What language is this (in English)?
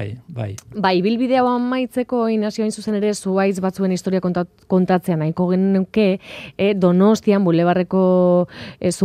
Basque